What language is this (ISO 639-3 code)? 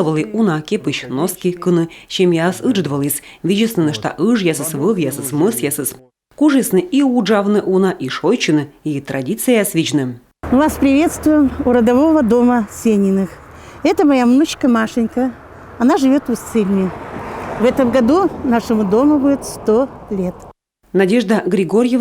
kom